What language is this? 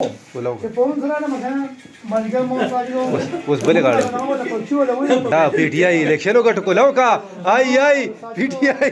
Pashto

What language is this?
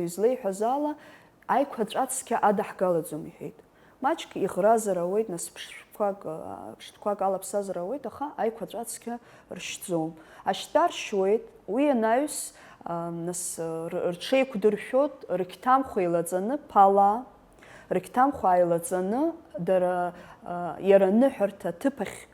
Abkhazian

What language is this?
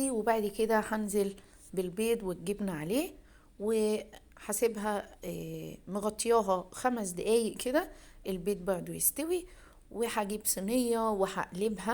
Egyptian Arabic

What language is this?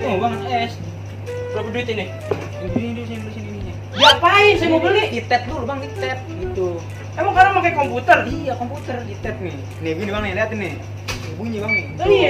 Betawi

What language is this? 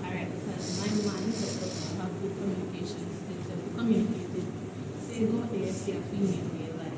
Jamaican Creole English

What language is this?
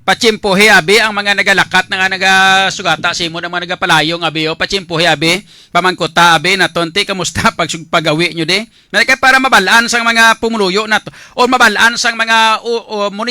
Hiligaynon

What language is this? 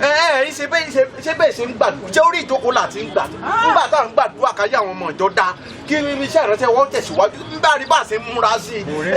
Yoruba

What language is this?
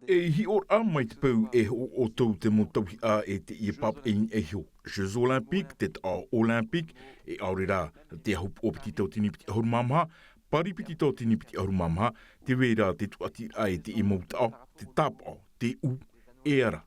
Tahitian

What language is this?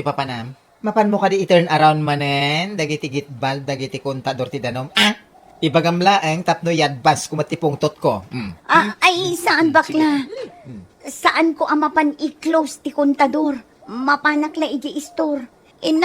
Iloko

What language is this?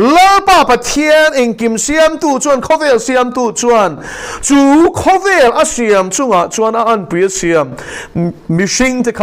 Mizo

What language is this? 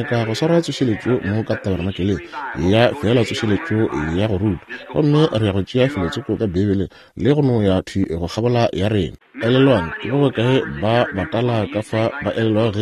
Northern Sotho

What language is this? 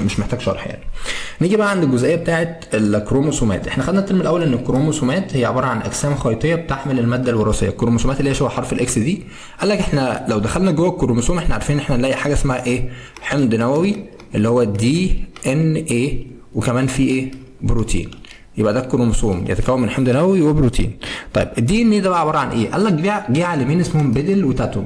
Egyptian Arabic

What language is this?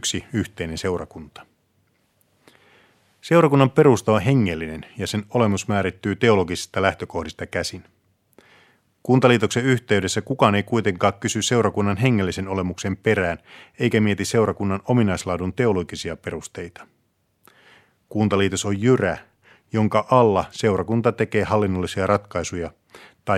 Finnish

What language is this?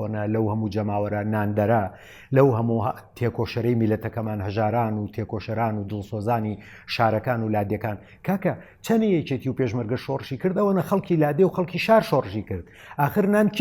Central Kurdish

